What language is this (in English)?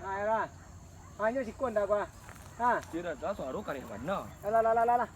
Minangkabau